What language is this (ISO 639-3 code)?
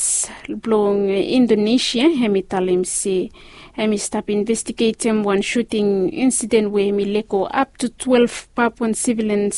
bis